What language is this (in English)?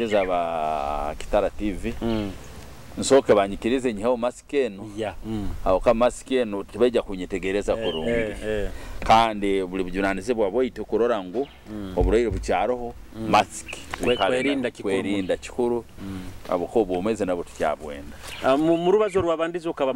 Nyoro